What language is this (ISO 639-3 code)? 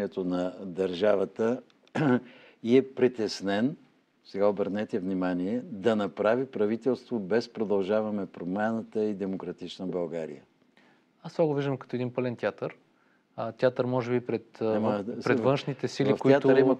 bul